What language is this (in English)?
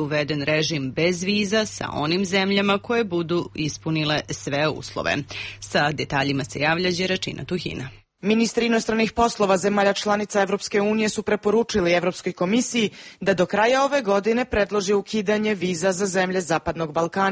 Serbian